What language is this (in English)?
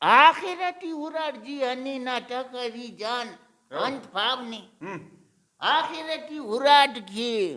Brahui